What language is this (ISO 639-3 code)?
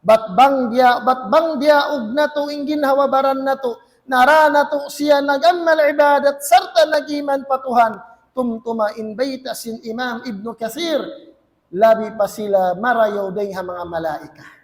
tsg